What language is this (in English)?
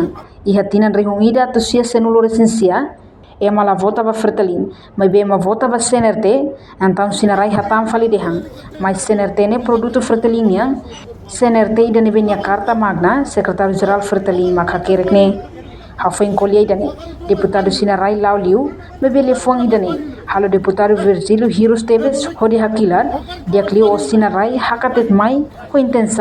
Tetum